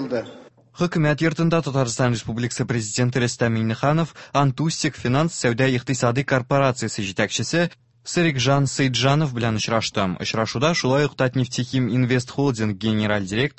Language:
Tatar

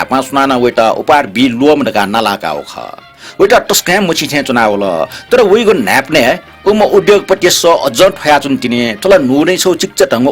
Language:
Newari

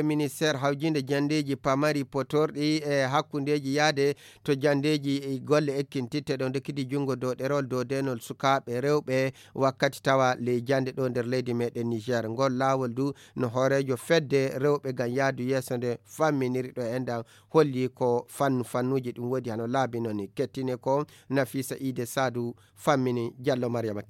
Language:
Fula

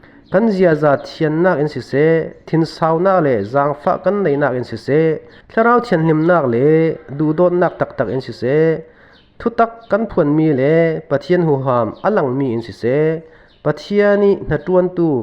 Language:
Falam Chin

